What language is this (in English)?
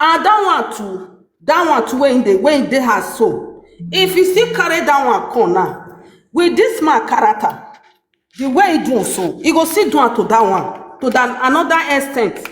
Nigerian Pidgin